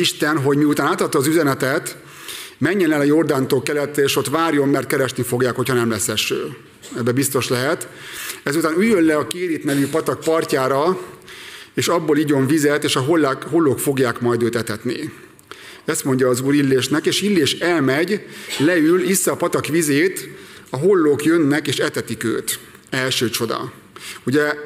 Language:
Hungarian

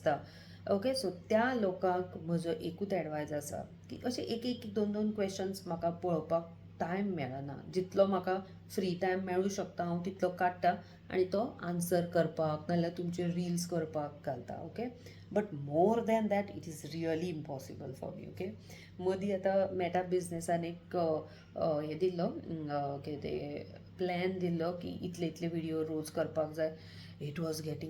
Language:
Konkani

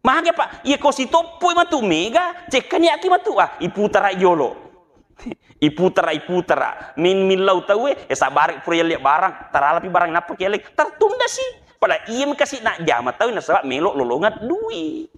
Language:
Buginese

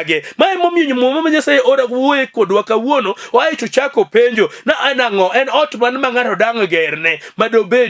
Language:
Luo (Kenya and Tanzania)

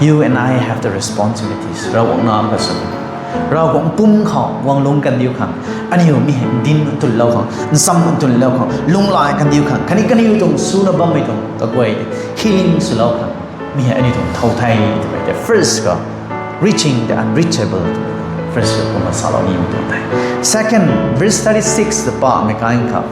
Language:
Rongmei Naga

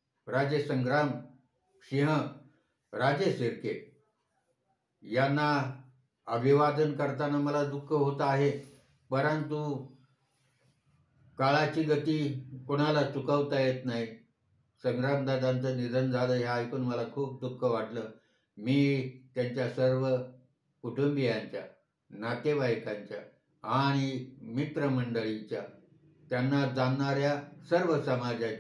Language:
Marathi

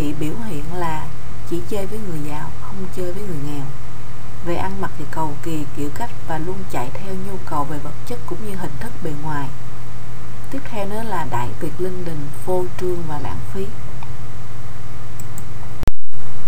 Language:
Vietnamese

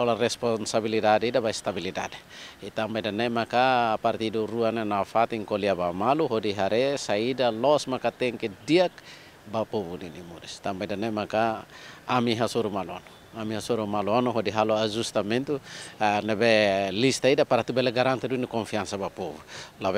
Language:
Tetum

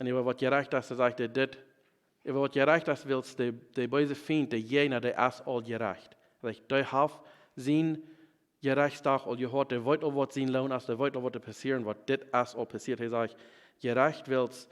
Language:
Plautdietsch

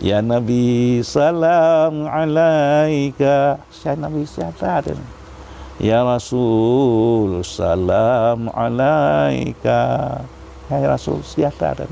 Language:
Achinese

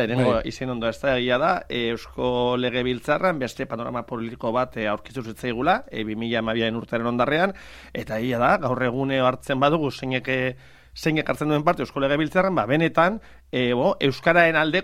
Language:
Basque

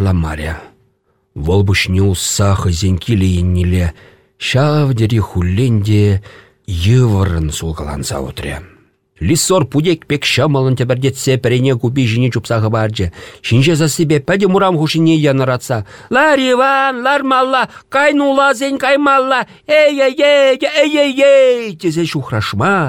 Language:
Chuvash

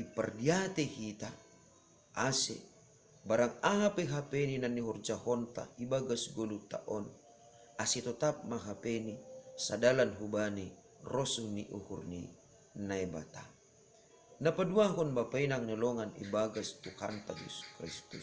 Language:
Batak Simalungun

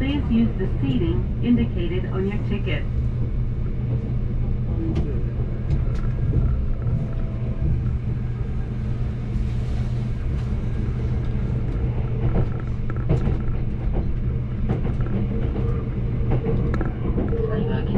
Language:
Japanese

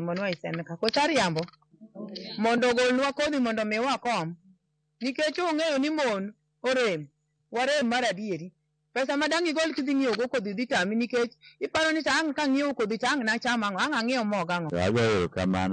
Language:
Luo (Kenya and Tanzania)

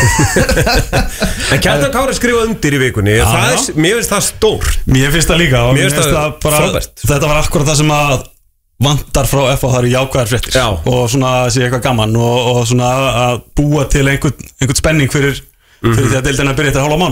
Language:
Icelandic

